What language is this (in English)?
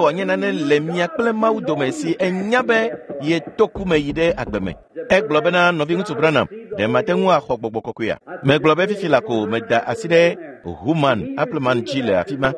Ewe